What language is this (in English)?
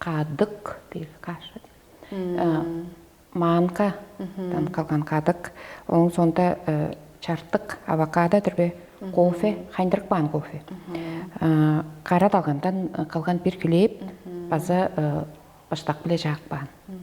Tuvinian